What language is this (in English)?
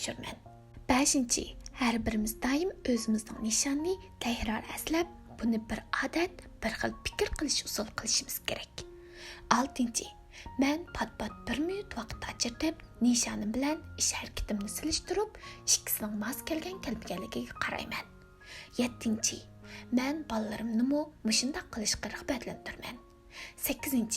Uyghur